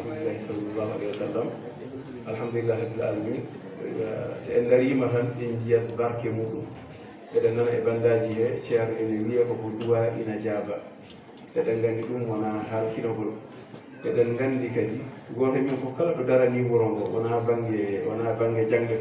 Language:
Fula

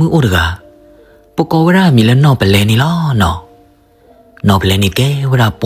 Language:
S'gaw Karen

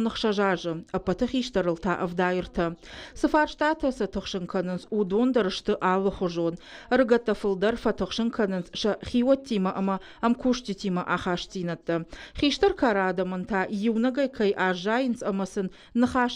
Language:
Ossetic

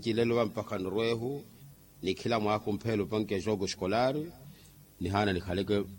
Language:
Makhuwa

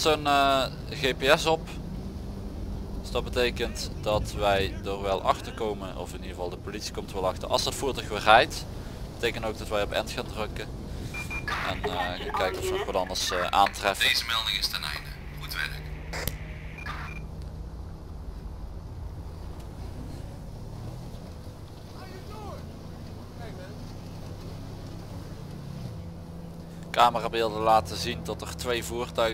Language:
Dutch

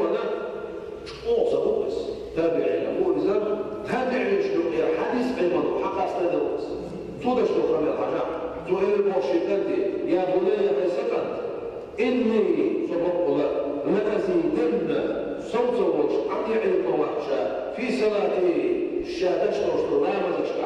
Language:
Chechen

